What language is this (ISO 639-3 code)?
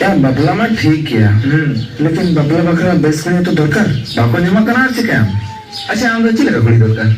sat